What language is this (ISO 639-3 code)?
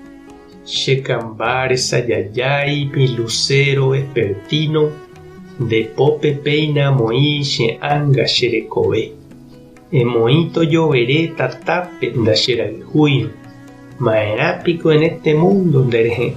grn